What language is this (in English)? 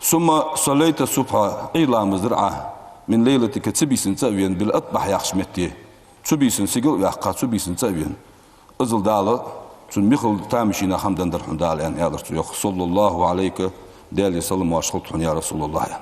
Ingush